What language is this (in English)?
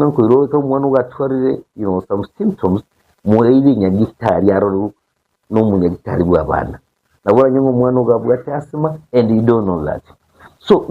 Gusii